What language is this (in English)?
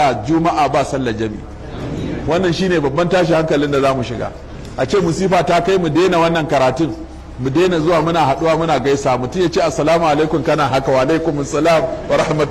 Hausa